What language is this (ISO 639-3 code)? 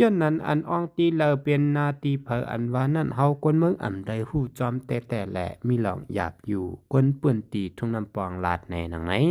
shn